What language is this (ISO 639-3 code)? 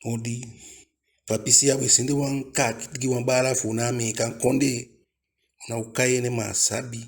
djk